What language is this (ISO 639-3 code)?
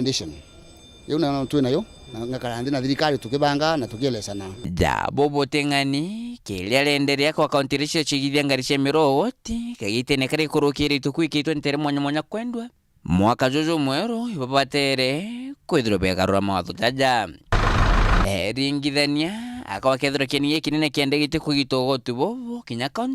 mer